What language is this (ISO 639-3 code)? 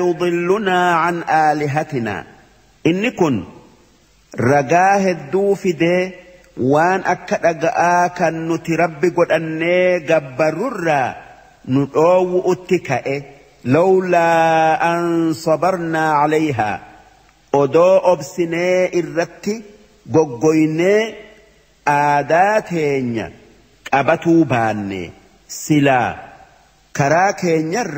orm